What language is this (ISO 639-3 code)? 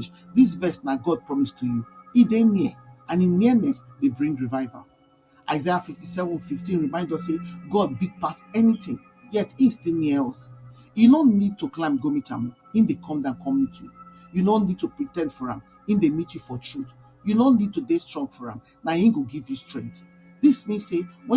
pcm